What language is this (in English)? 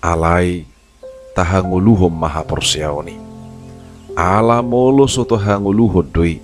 Batak Toba